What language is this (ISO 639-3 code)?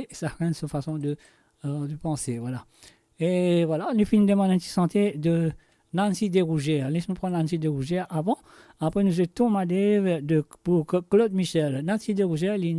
mfe